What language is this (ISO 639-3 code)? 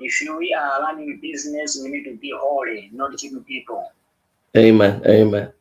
nya